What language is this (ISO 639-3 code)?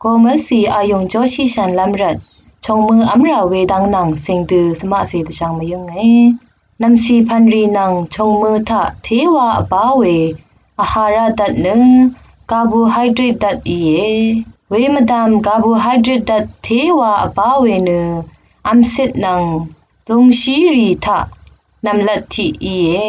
raw